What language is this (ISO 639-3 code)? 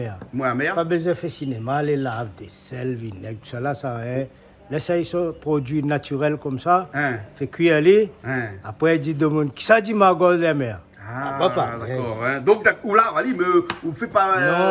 rcf